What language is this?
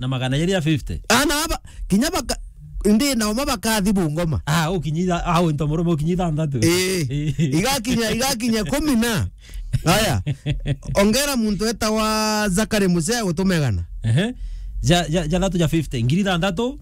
Meru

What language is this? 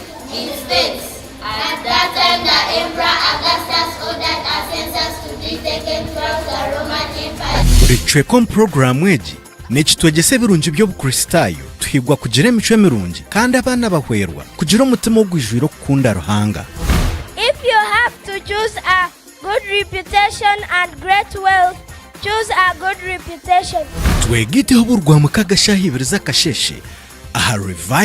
Nyankole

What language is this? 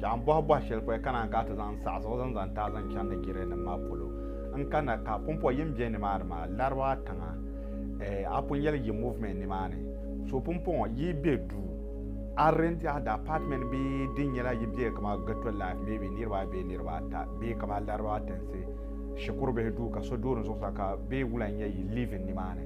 Dagbani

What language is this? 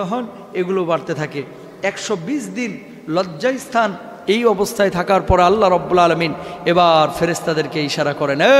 Bangla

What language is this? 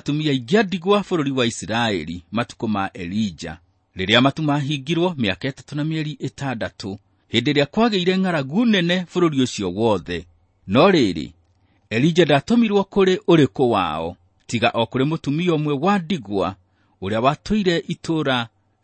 Kikuyu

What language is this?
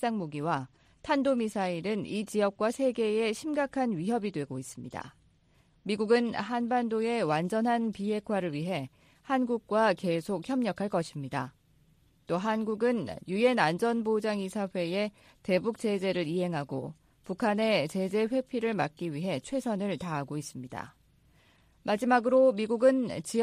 Korean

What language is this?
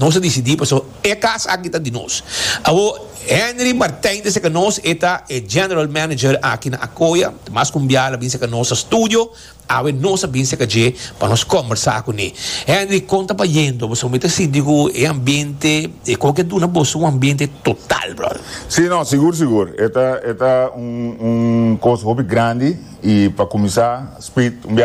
Papiamento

